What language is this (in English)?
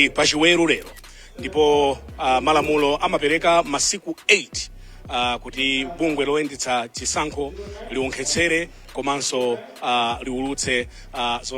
Nyanja